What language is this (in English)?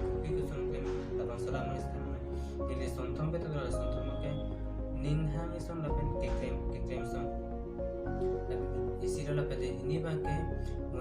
Karbi